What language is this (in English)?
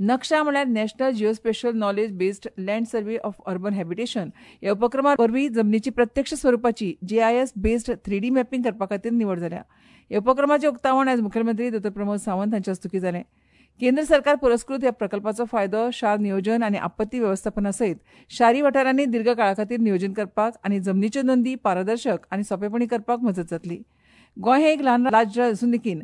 Konkani